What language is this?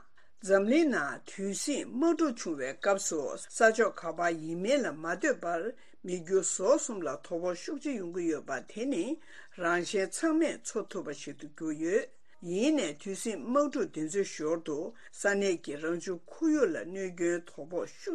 Tibetan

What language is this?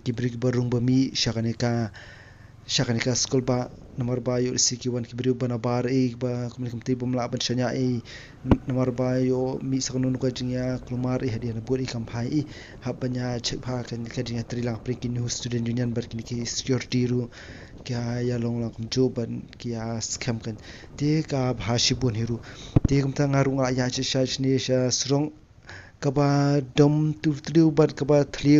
Khasi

